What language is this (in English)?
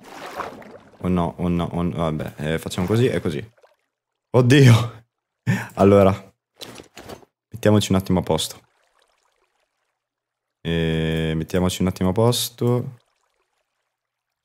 Italian